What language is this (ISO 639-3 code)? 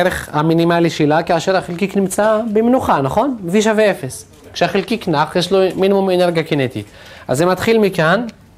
heb